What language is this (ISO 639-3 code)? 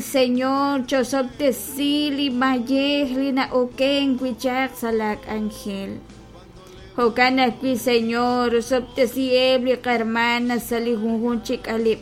kek